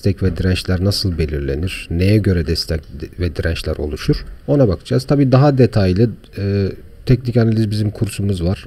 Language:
Turkish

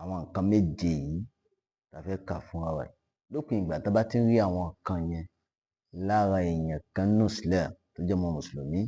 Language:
Yoruba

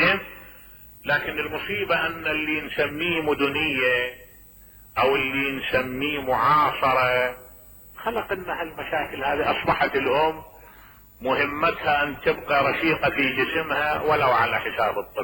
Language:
Mesopotamian Arabic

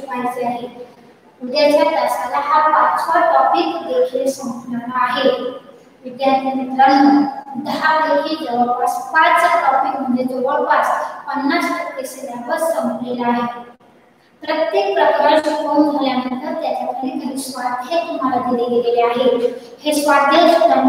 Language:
Marathi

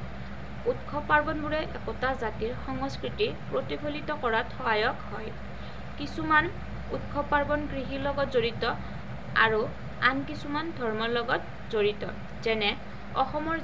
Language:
Assamese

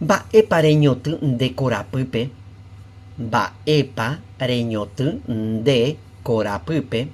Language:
Guarani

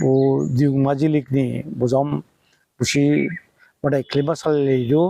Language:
Dimasa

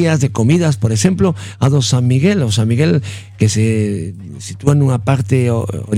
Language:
Galician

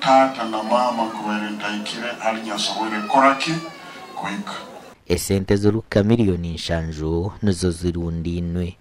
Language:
Nyankole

